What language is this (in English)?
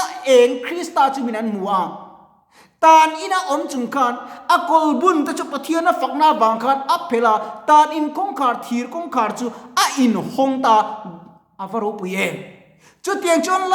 Mizo